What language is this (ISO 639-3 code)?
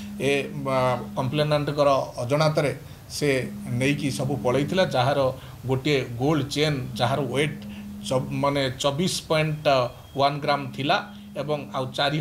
ori